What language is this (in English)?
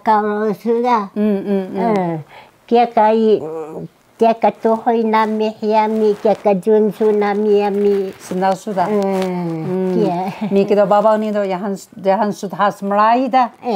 Taroko